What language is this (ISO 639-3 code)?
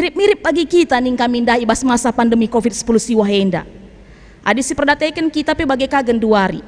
btx